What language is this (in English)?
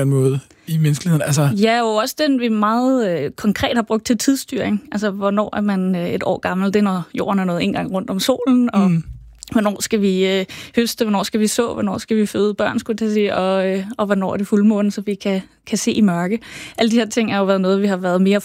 Danish